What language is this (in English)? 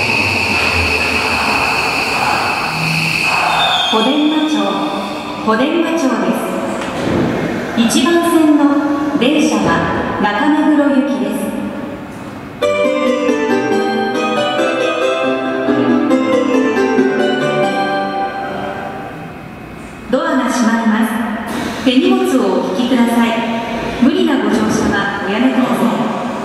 Japanese